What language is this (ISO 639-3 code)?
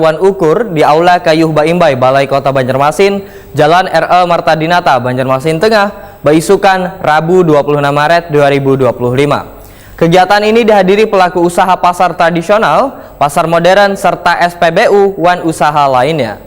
bjn